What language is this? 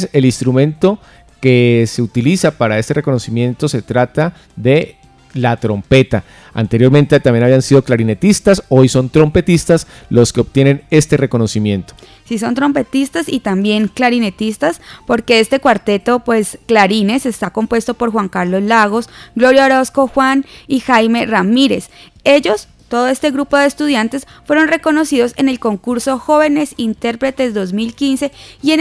Spanish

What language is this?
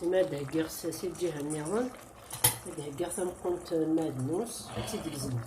Kabyle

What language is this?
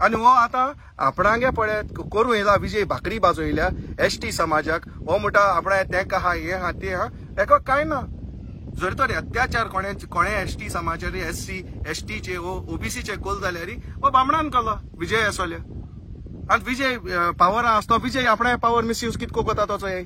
Konkani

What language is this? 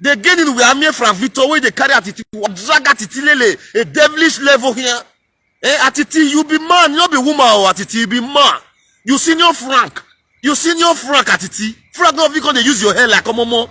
Nigerian Pidgin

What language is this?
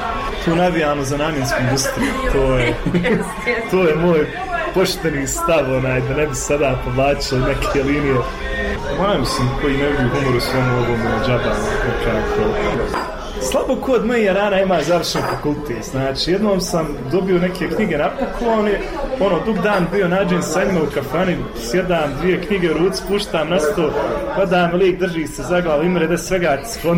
Bosnian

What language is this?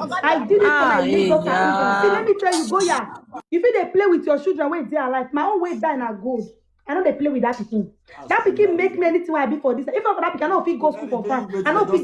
Nigerian Pidgin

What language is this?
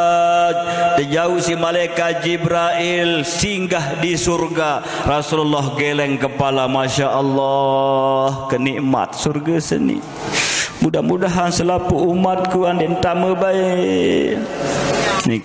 Sasak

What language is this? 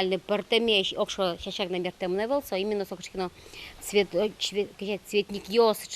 Udmurt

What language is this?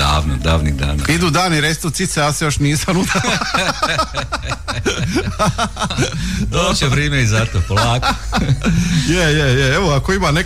Croatian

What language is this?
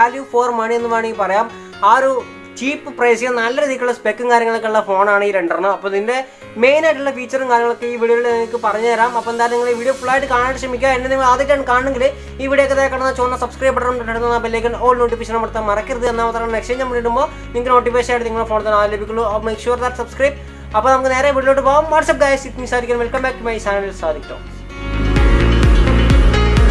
Malayalam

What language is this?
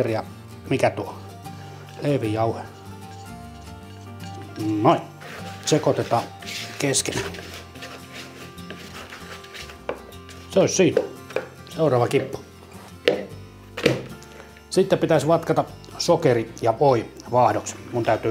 Finnish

